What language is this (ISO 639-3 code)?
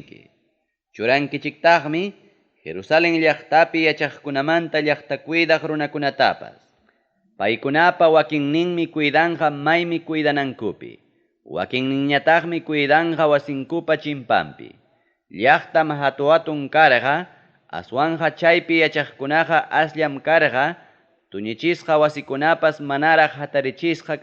quy